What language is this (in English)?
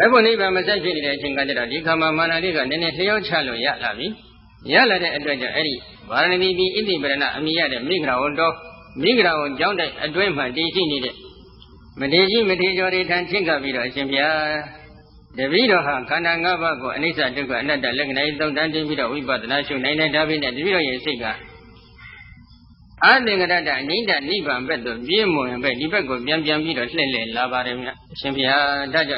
Burmese